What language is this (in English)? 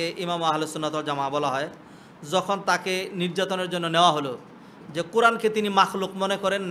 Bangla